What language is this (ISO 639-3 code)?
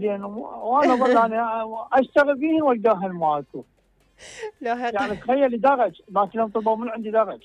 acm